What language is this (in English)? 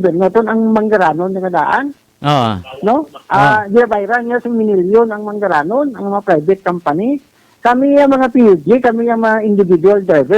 Hiligaynon